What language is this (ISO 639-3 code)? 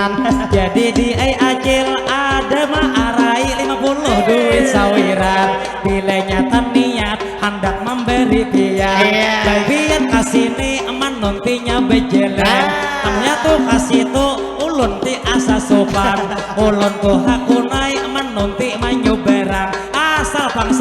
bjn